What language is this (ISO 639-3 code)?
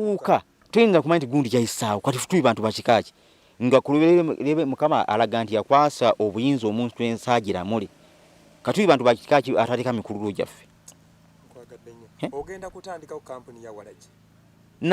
lug